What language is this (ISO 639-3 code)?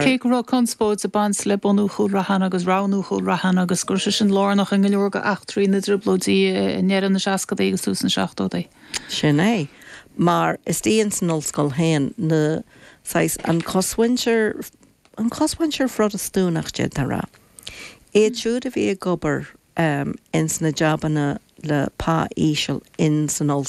gle